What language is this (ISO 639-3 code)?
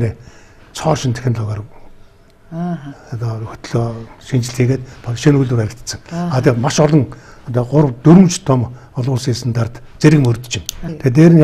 mon